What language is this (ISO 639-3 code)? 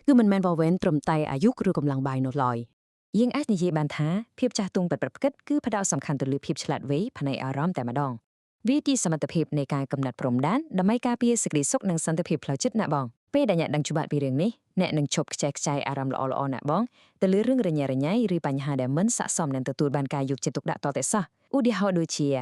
khm